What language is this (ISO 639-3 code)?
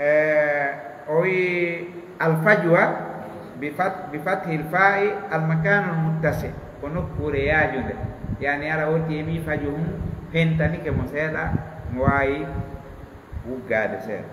ful